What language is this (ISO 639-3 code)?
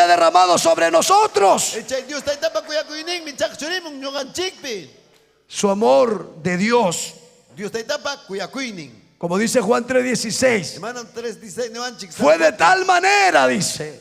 quy